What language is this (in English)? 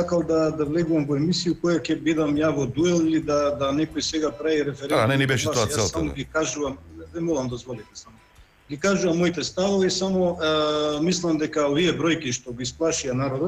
Macedonian